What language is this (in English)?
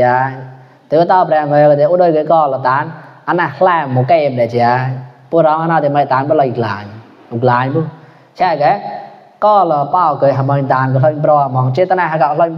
Mon